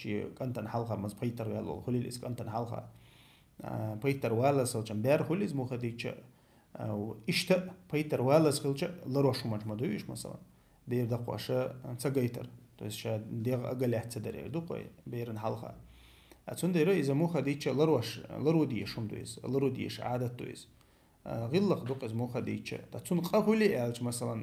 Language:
Chechen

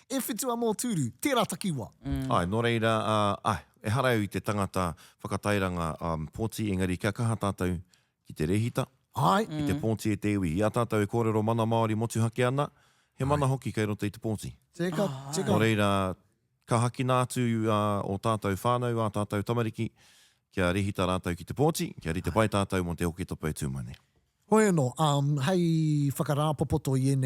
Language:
Māori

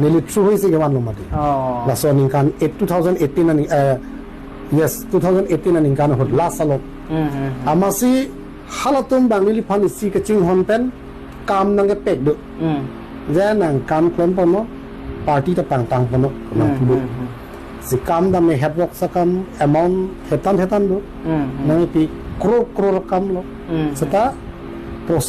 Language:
Karbi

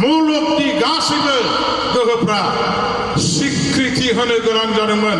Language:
Bodo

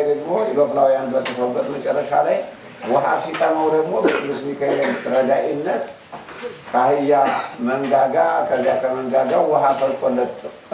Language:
Amharic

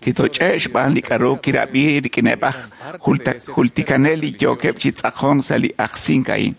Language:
Kekchí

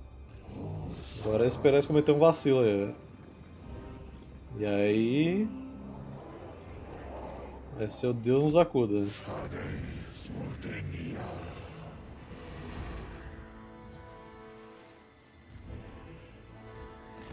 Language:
Portuguese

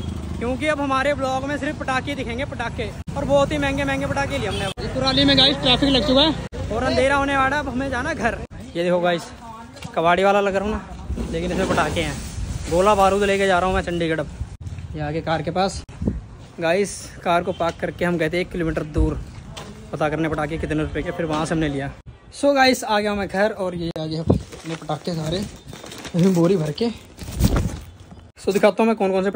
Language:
Hindi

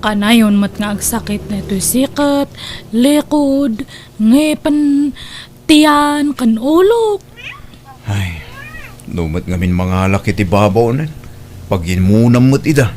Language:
Iloko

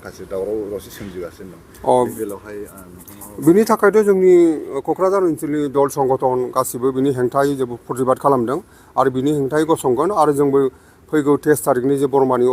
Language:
Bodo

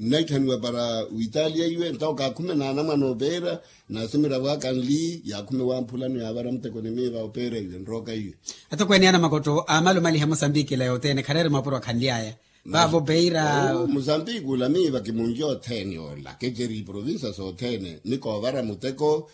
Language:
Makhuwa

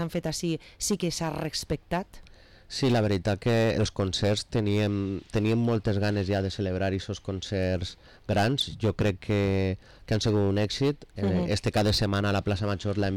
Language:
Catalan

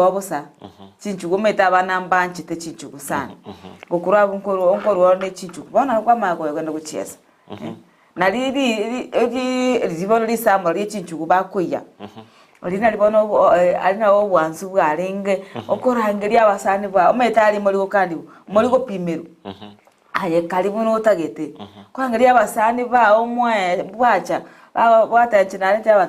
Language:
Gusii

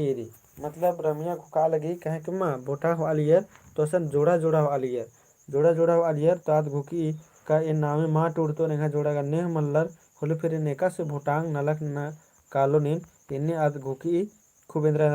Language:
Kurukh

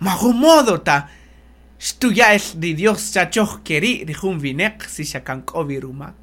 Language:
Kaqchikel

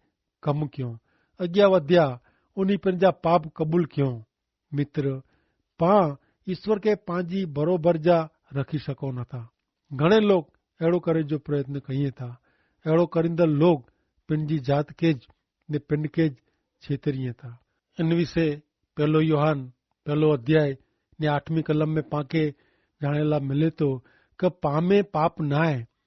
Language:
Kachhi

